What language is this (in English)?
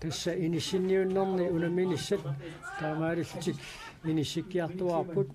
Kalaallisut